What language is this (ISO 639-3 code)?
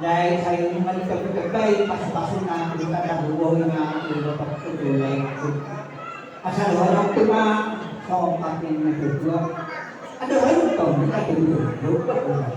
bbc